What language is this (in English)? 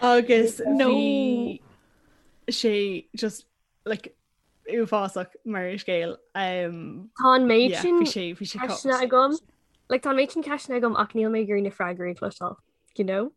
Irish